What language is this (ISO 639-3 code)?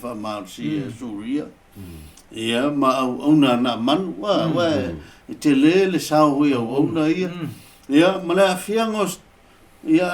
smo